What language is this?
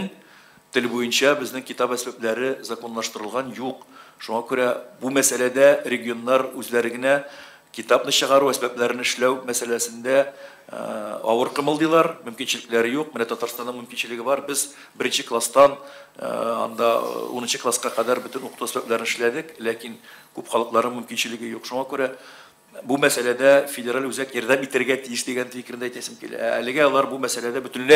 Tatar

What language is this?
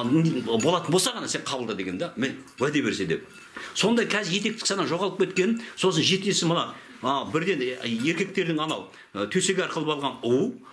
Kazakh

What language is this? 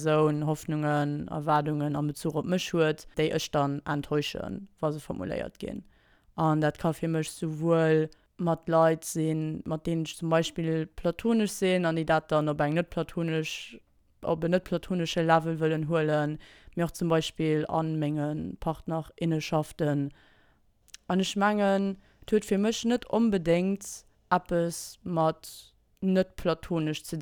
Luxembourgish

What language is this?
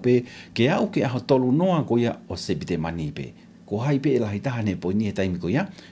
Tongan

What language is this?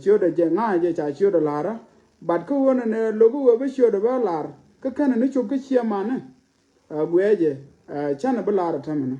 Nuer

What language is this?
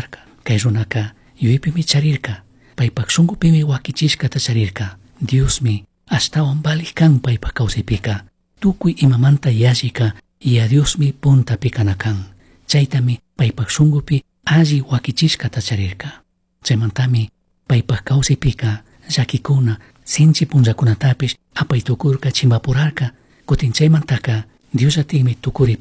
Chimborazo Highland Quichua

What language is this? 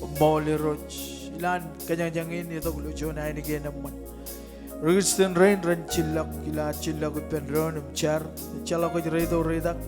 Marshallese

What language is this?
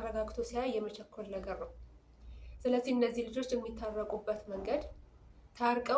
Amharic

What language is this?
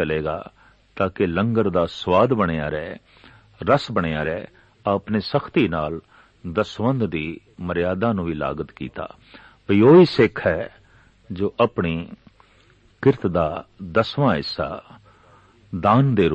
Punjabi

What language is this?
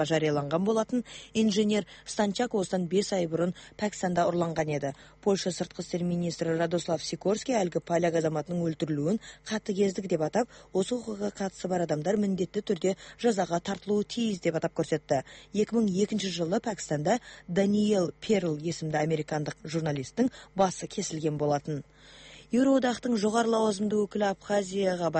Kazakh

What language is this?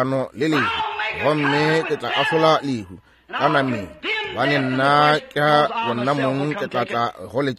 Northern Sotho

